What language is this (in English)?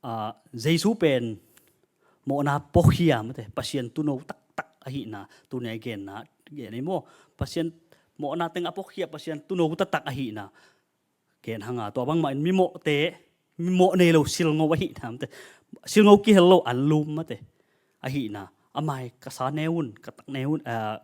Tedim Chin